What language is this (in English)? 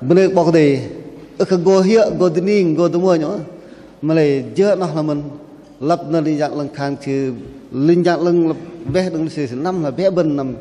Bahnar